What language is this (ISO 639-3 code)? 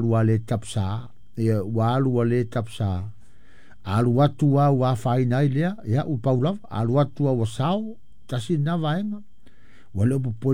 smo